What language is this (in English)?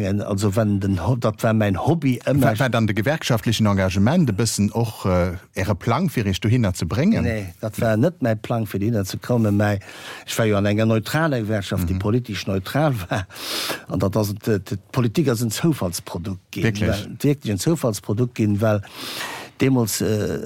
Luxembourgish